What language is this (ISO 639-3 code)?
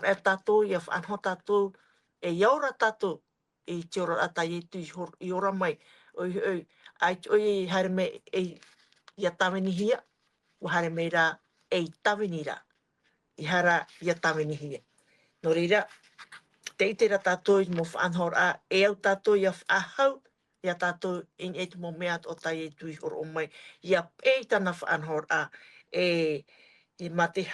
tah